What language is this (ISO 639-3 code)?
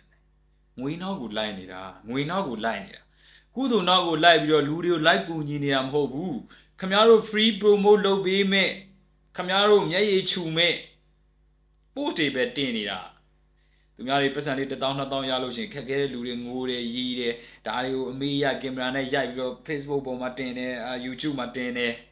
mya